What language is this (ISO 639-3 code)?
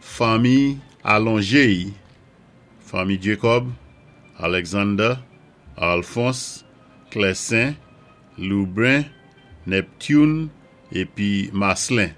acf